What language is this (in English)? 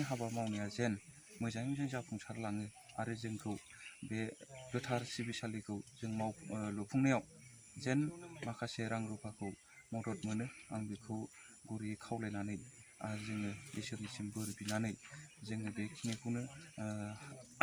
Bodo